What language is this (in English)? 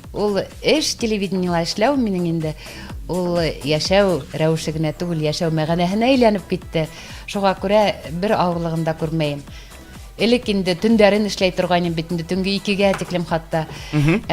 Bashkir